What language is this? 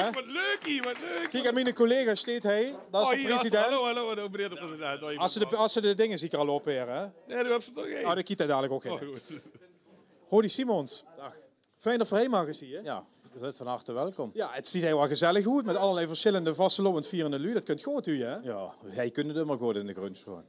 Limburgish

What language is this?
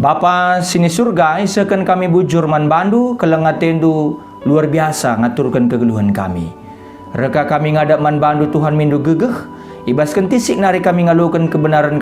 Batak Karo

